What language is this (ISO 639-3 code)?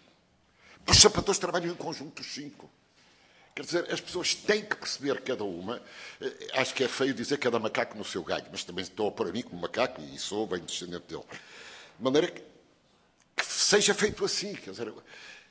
por